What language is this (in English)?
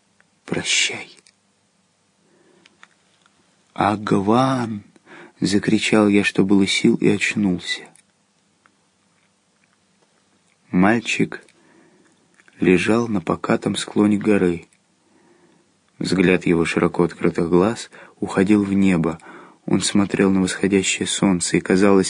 Russian